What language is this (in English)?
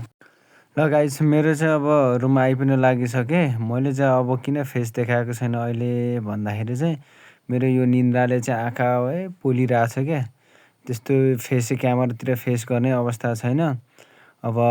Nepali